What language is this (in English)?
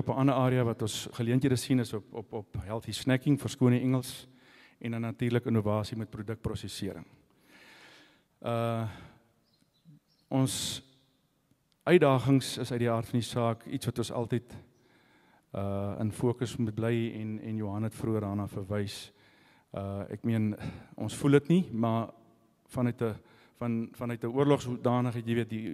Afrikaans